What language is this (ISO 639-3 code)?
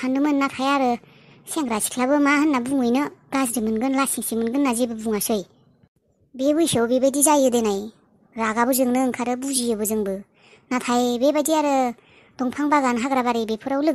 brx